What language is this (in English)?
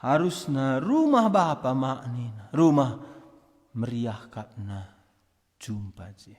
Batak Karo